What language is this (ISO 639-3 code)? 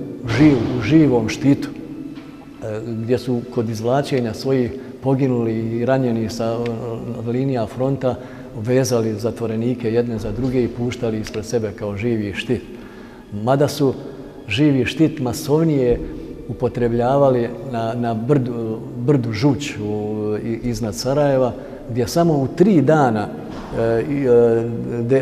bos